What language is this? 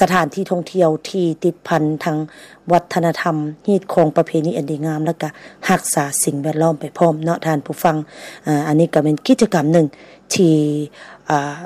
Lao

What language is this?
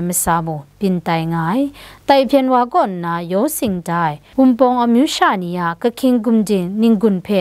Kachin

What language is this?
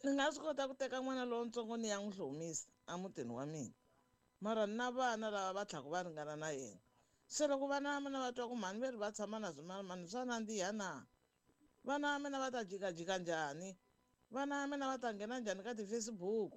Tsonga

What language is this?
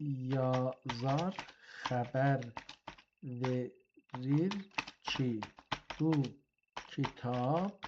South Azerbaijani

